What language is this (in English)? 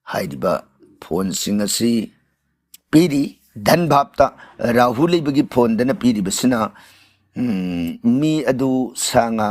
Manipuri